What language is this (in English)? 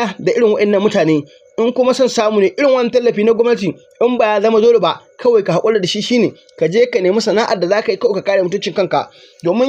Hausa